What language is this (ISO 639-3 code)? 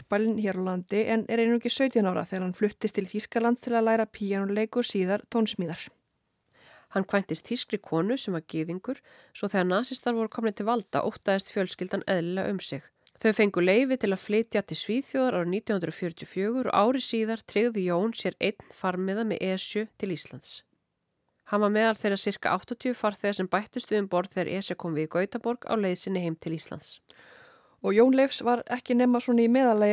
isl